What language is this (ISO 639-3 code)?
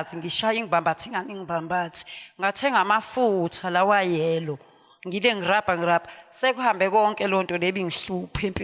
zul